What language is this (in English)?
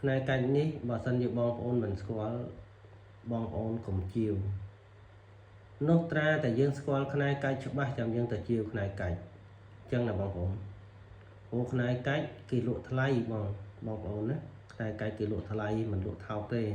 Khmer